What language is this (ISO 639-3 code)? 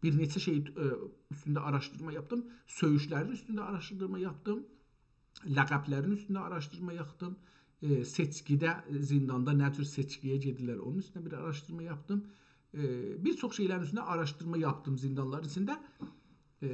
azb